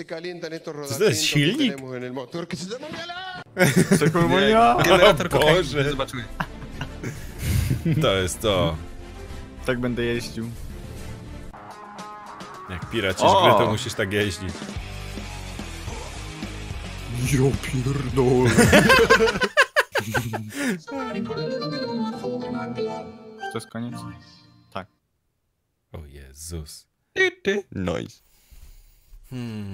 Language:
Polish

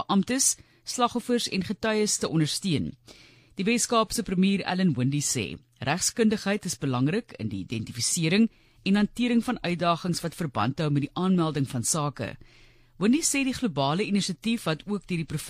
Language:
Afrikaans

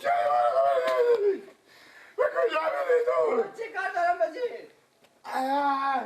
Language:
Persian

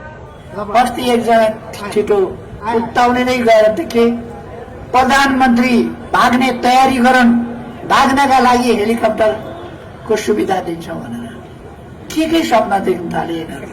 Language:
Nepali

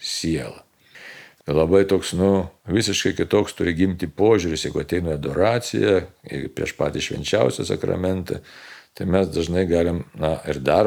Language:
Lithuanian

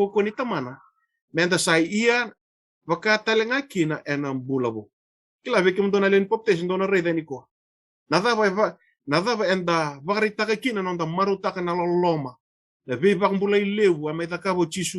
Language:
Fijian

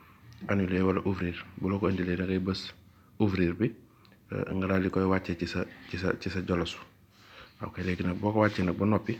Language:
Wolof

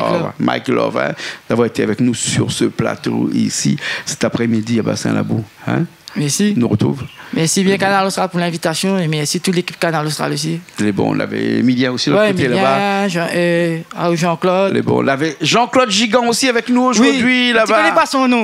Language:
Réunion Creole French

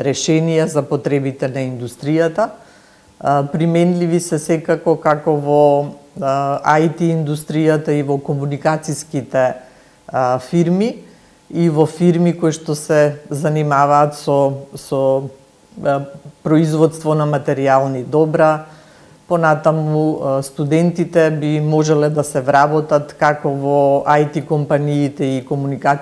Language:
Macedonian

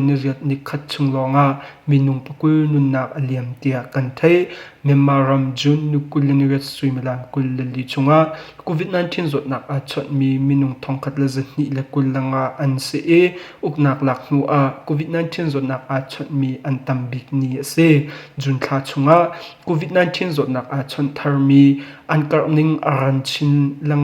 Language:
Hakha Chin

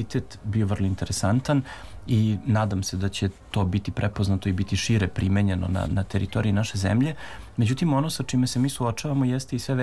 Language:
Serbian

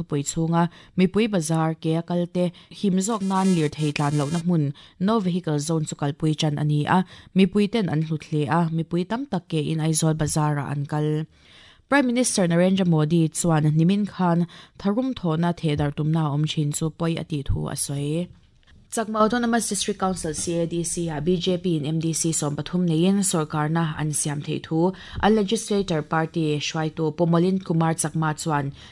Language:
Mizo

